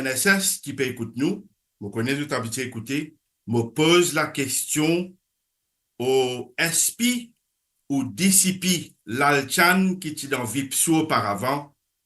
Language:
Morisyen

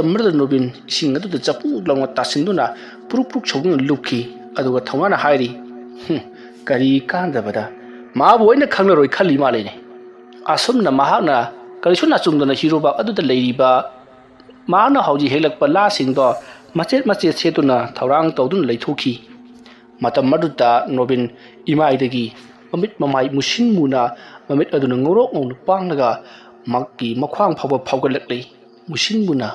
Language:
Manipuri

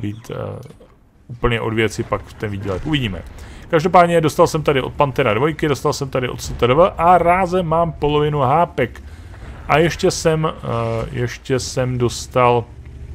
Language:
Czech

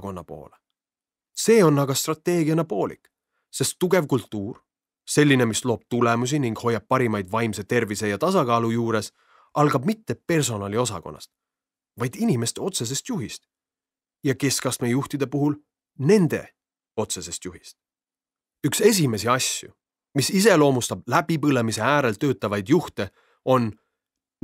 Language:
Estonian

